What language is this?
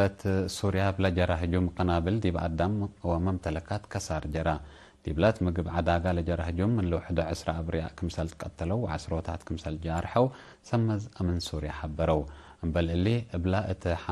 Tigre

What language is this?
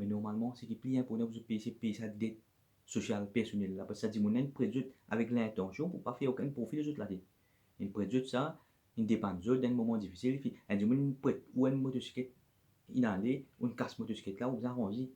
Morisyen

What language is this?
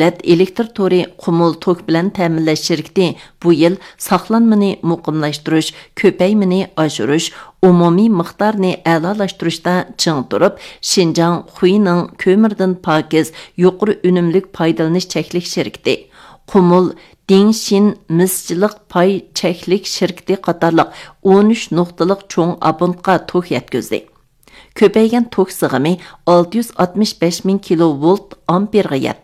Uyghur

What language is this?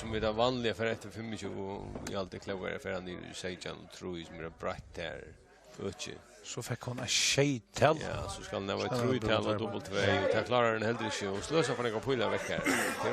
Faroese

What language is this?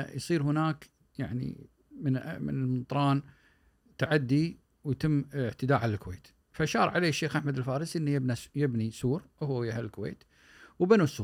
Gulf Arabic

